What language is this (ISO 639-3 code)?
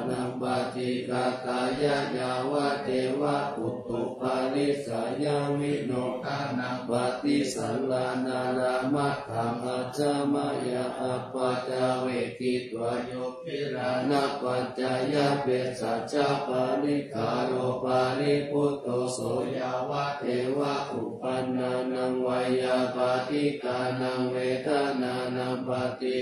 pli